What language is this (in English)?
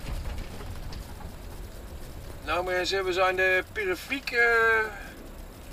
Dutch